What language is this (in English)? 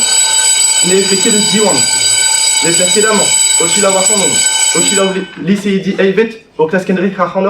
Breton